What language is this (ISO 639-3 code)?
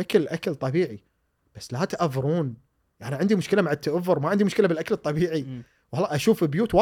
afb